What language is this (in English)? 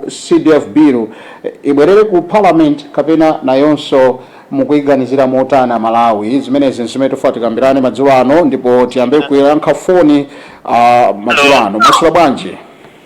Nyanja